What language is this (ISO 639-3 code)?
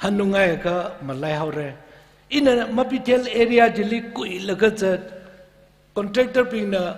nmf